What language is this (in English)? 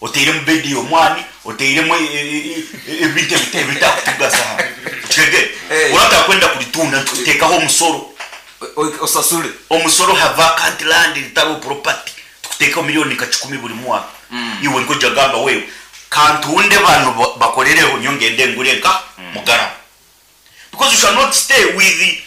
Nyankole